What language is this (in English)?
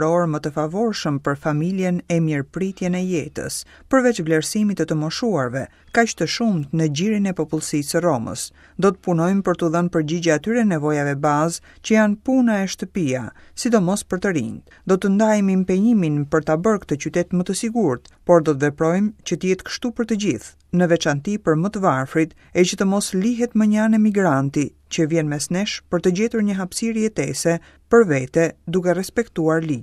Albanian